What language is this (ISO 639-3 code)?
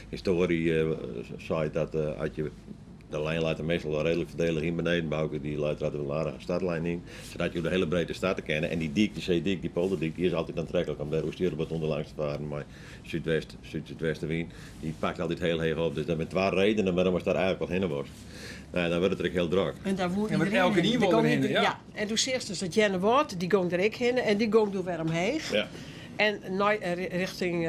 fry